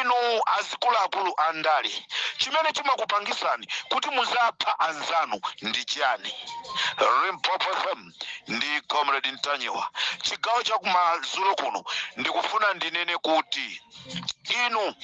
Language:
Nyanja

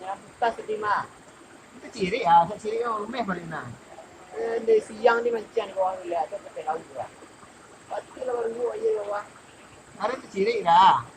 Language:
Minangkabau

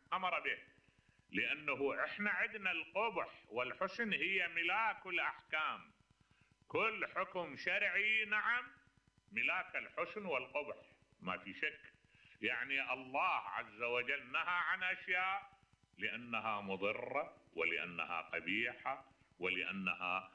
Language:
Mesopotamian Arabic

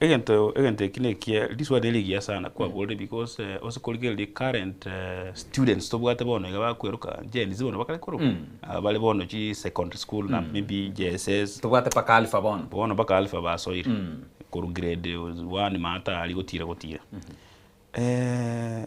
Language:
Gusii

